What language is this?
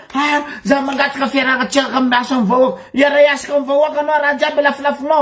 Malagasy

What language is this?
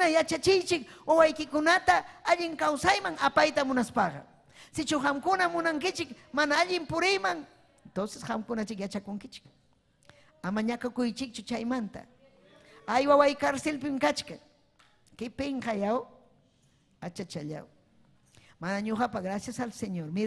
Ayacucho Quechua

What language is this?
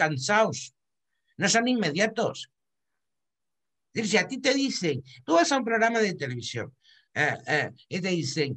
Spanish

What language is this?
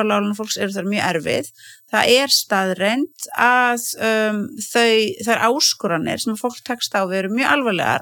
Icelandic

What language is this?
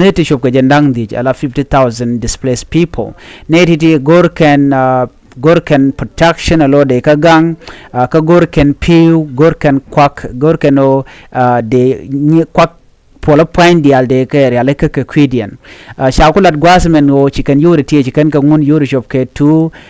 Nuer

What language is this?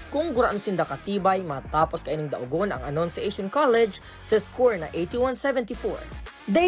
Bikol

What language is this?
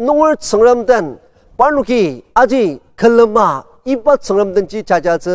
Ao Naga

